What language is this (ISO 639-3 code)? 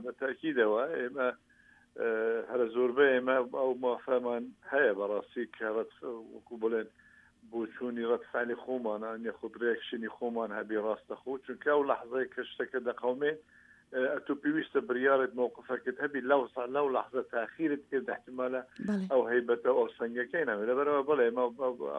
ckb